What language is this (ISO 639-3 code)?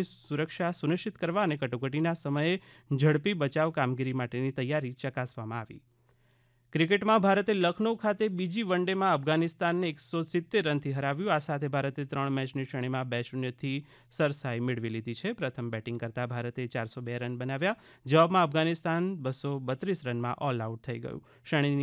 guj